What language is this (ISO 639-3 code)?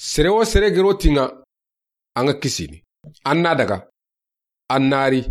snk